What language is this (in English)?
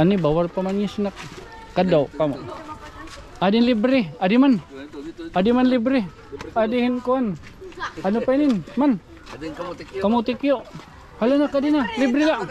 Waray